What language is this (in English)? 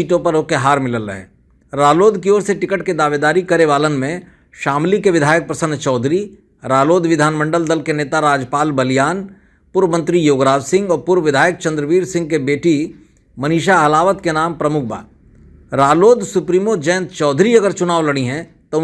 Bhojpuri